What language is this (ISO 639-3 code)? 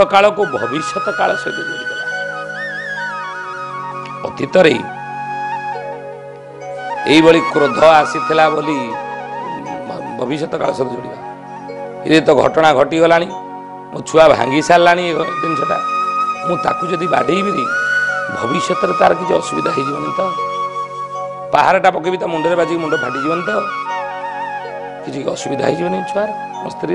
ori